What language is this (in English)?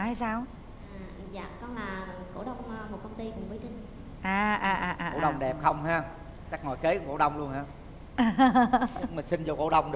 Vietnamese